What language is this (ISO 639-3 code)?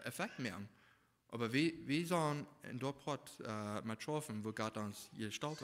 pdt